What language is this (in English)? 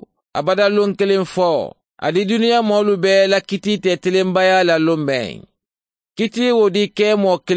Mandingo